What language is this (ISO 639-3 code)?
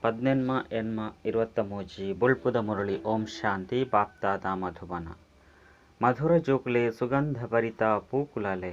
tcy